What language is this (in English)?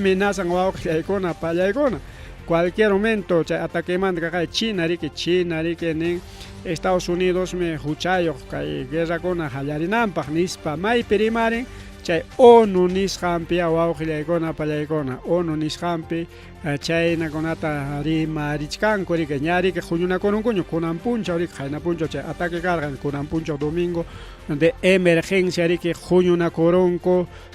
Ayacucho Quechua